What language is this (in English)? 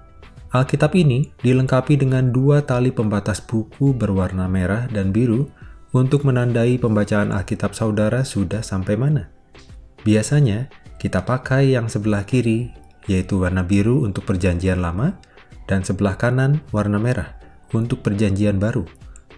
Indonesian